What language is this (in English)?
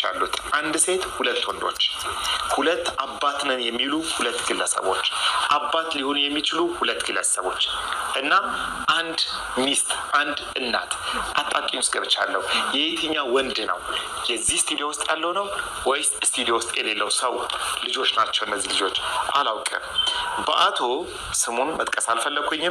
Amharic